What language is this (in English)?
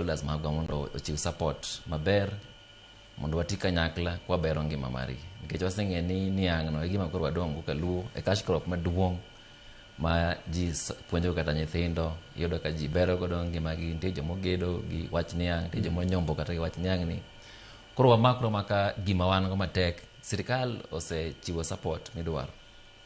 Luo (Kenya and Tanzania)